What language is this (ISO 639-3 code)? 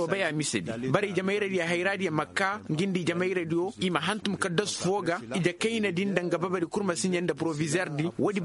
ses